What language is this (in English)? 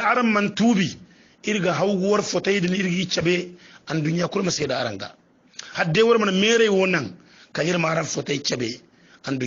Hausa